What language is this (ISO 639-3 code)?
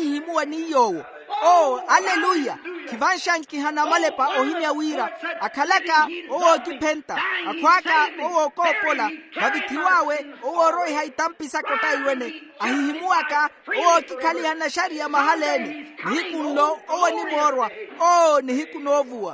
vmw